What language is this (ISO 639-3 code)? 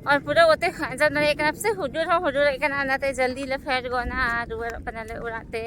sat